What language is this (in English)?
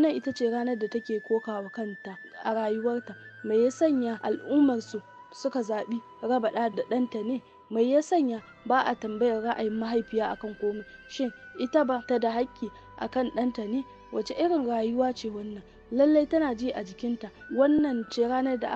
Hausa